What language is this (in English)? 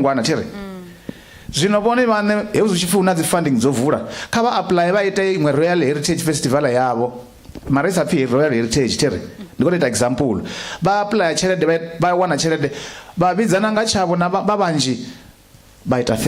Venda